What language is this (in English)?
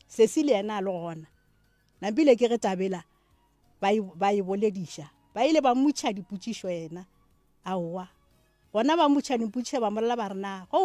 Northern Sotho